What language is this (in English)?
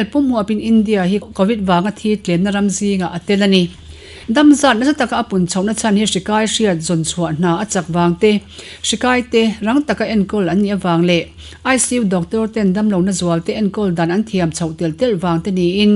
Mizo